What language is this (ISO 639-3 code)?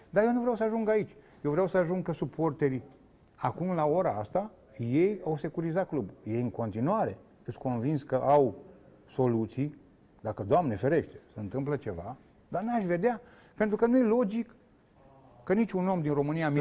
ron